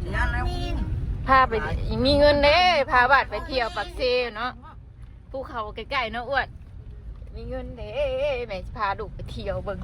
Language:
Northeastern Thai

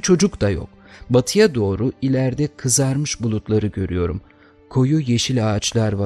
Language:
Turkish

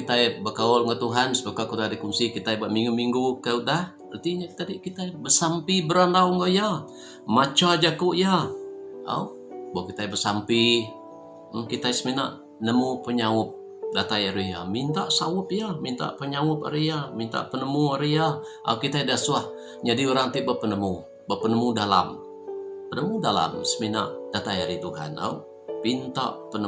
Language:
Iban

